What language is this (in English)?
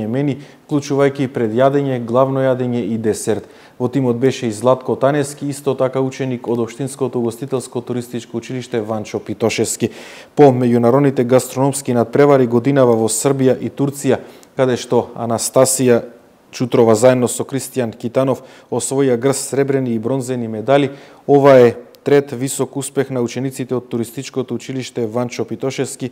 Macedonian